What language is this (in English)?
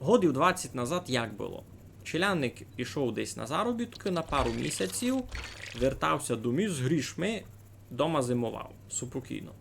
Rusyn